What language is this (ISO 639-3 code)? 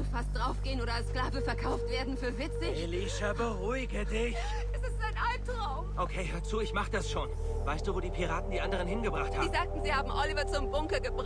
gsw